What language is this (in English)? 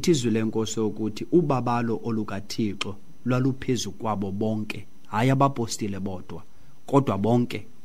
Xhosa